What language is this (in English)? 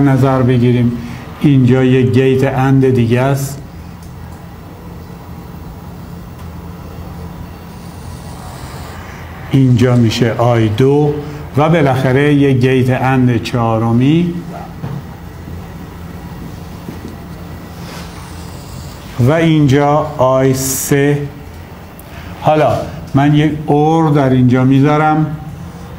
Persian